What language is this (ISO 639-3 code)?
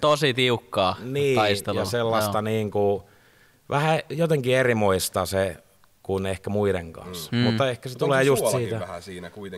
fin